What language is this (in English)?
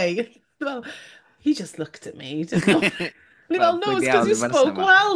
Welsh